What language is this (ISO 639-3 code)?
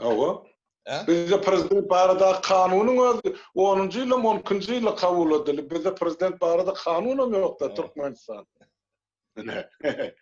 tuk